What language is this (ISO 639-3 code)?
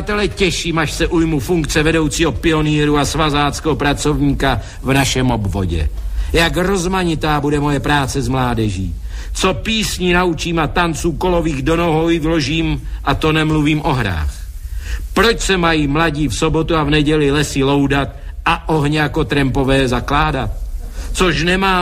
ces